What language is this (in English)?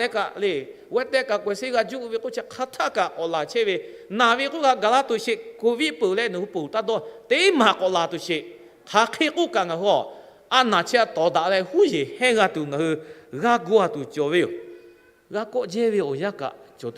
Lahu